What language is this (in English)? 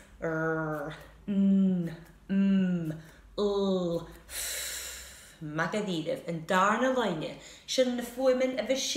Scottish Gaelic